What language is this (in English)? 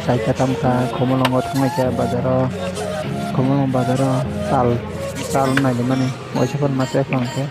Kok Borok